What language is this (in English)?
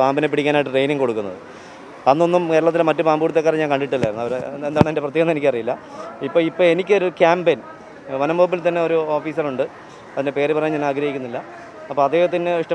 Malayalam